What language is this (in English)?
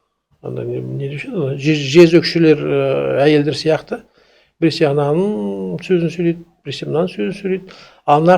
Kazakh